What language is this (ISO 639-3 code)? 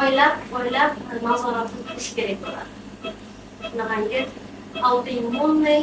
uzb